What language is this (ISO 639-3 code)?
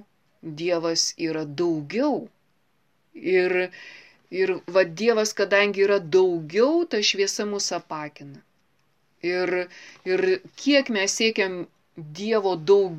lit